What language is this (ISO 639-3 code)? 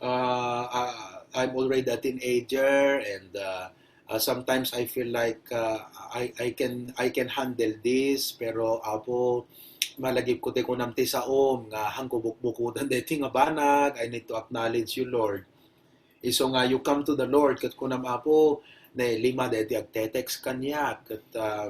ilo